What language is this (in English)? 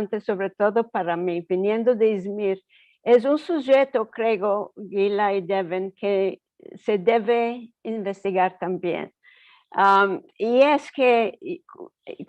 Ladino